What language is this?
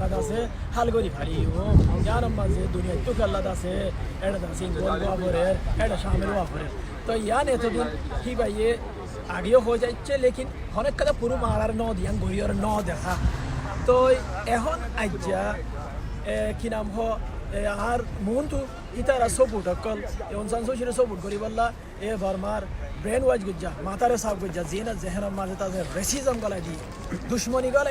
Rohingya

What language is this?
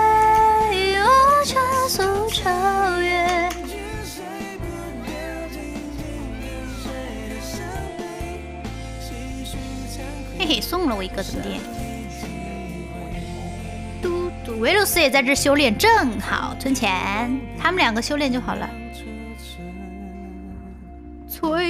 Chinese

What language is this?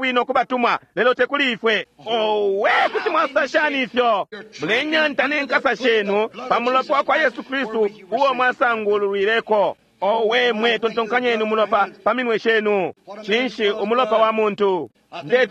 Bemba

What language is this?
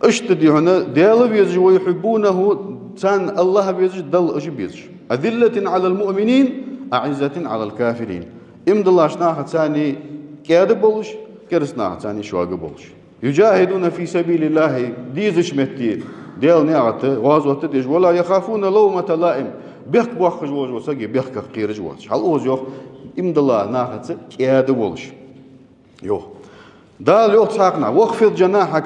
Ingush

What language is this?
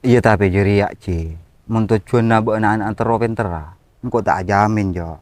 Madurese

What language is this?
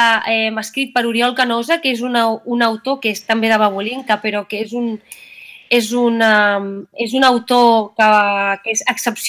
Catalan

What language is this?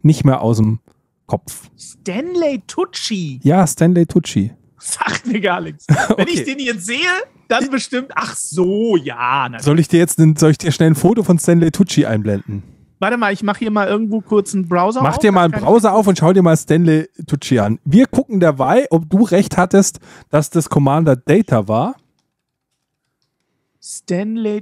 German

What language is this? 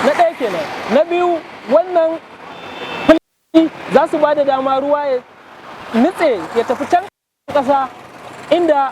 Hausa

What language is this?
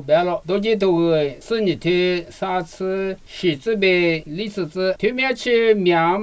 Lisu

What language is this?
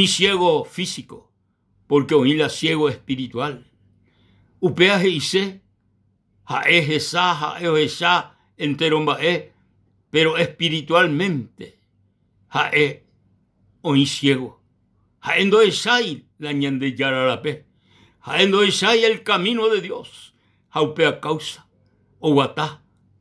Guarani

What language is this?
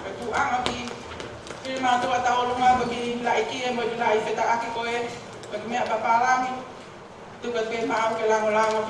Tongan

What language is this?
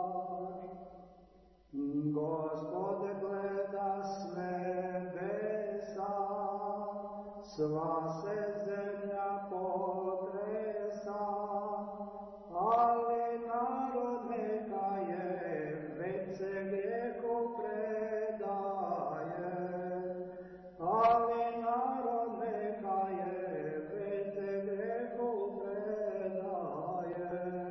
Serbian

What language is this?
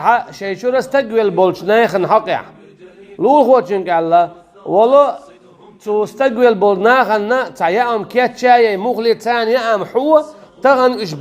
Chechen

